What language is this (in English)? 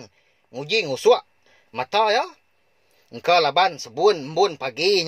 Iban